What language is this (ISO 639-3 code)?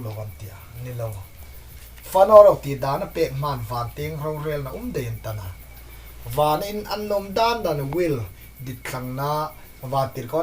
hmr